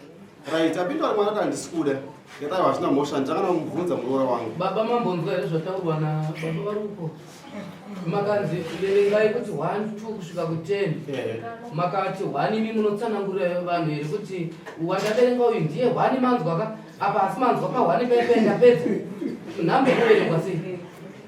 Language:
Shona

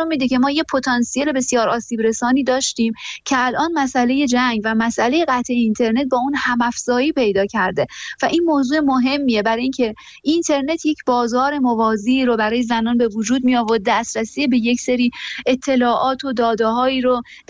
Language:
Persian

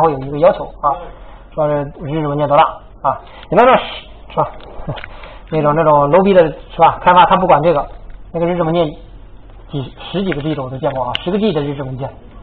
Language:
Chinese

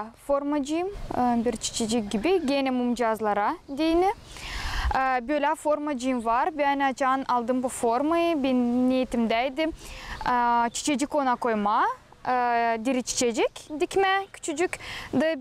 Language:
Gagauz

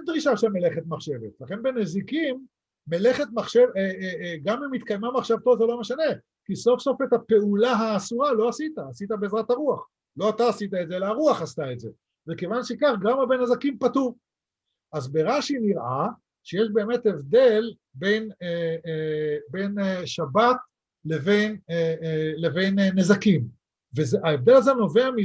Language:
Hebrew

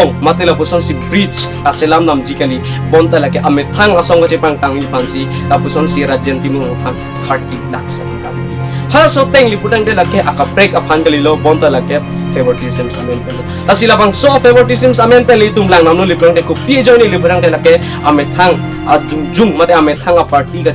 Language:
Karbi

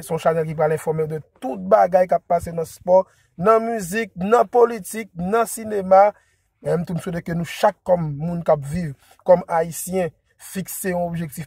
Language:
Haitian Creole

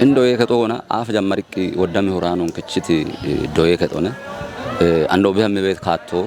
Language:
Kafa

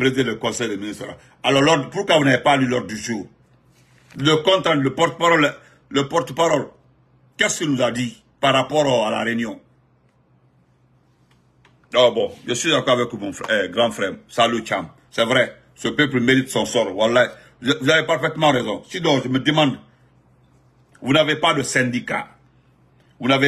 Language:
French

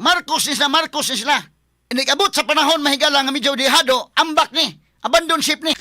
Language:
Cebuano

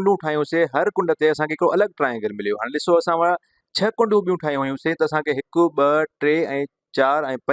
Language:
Sindhi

